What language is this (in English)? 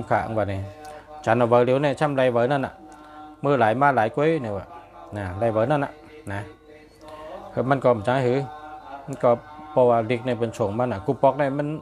Shan